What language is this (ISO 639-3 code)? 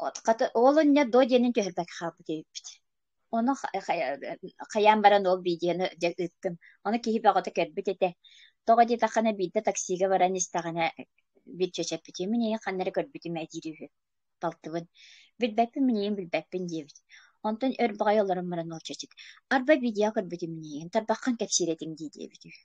sah